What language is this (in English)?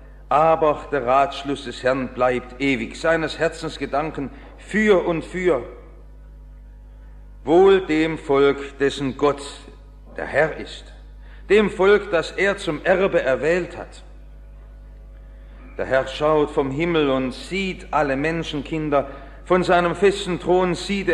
German